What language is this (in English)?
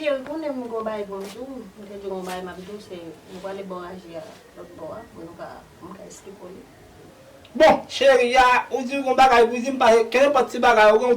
Haitian Creole